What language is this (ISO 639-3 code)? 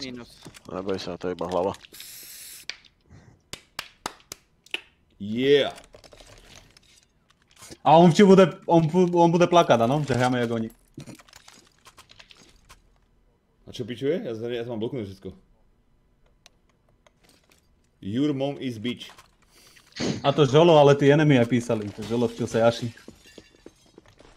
slk